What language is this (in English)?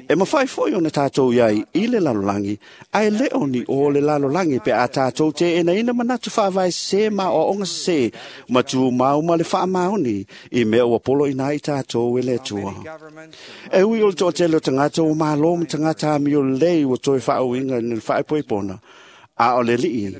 Samoan